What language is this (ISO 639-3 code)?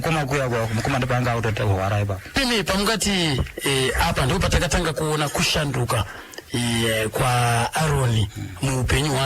sna